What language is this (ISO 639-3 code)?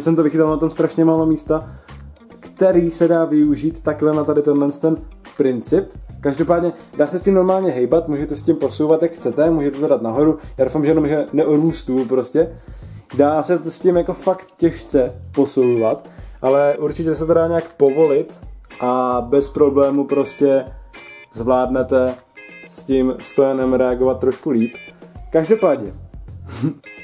ces